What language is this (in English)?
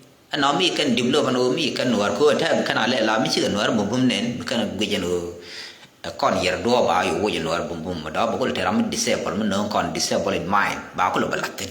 Nuer